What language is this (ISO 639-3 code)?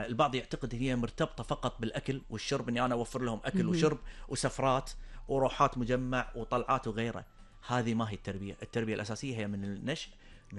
afb